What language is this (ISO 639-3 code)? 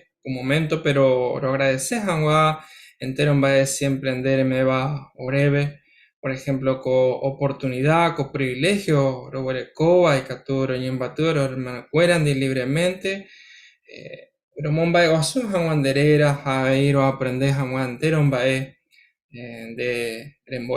grn